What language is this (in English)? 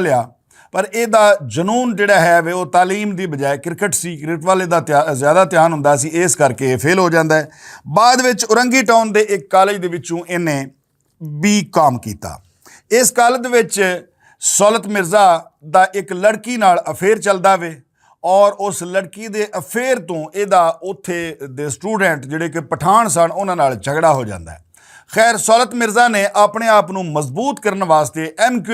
Western Panjabi